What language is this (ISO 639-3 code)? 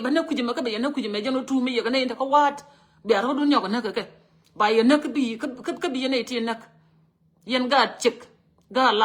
nus